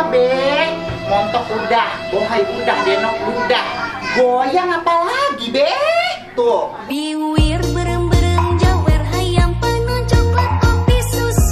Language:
Betawi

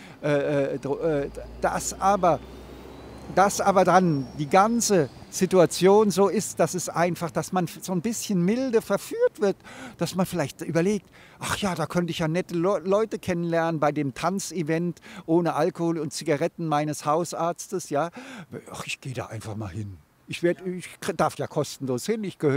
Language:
German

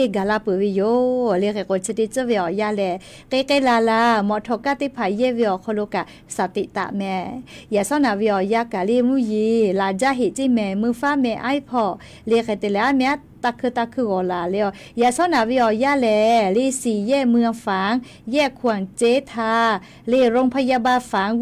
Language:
Lahu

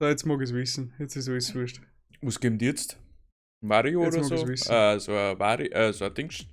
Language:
Bavarian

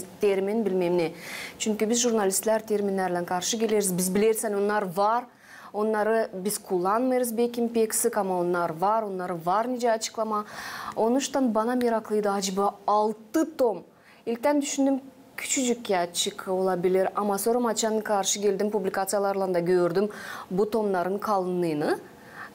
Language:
Gagauz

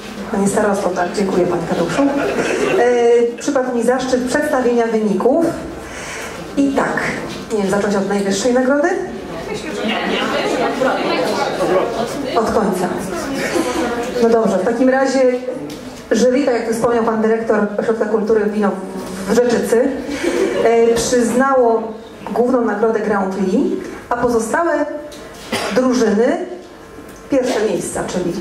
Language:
Polish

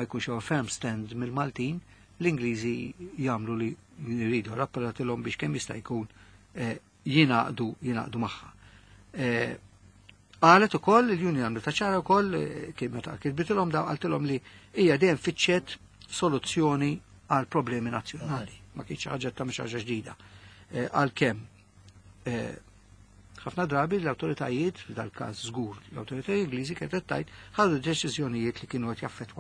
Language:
Maltese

